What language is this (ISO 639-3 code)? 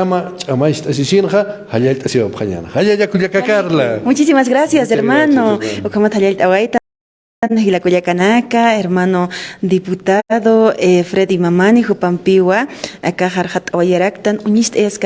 aym